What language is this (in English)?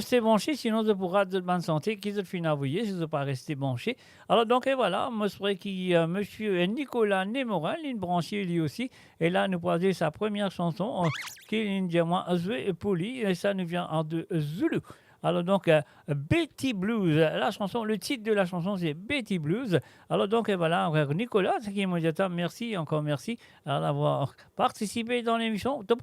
Morisyen